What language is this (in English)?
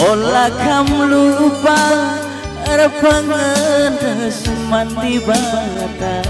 Batak Karo